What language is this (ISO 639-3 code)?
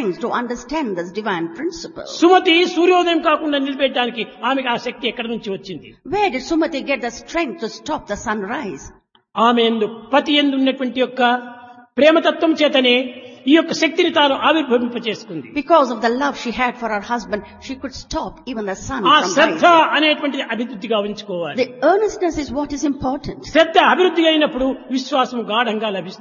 tel